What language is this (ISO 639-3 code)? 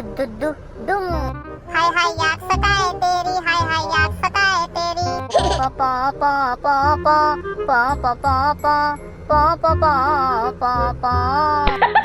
hne